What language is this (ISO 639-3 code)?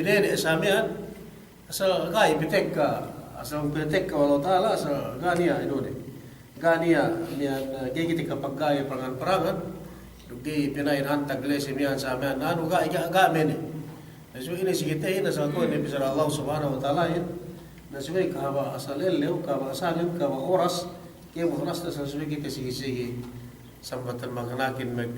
yka